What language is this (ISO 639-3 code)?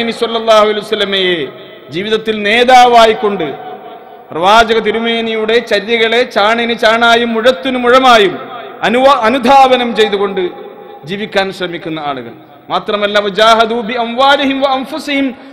mal